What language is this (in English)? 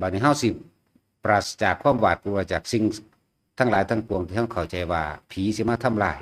Northeastern Thai